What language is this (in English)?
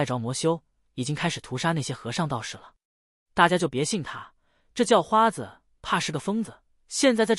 Chinese